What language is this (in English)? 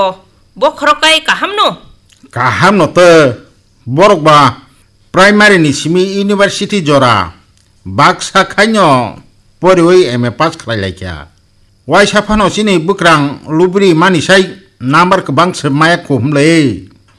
Kok Borok